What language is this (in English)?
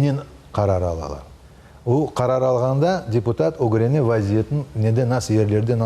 Crimean Tatar